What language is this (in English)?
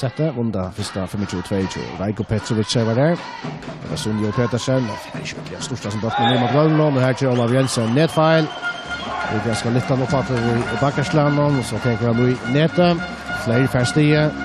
Faroese